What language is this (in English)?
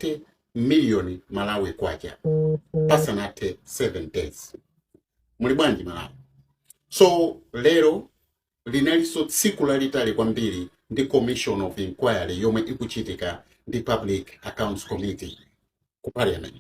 Nyanja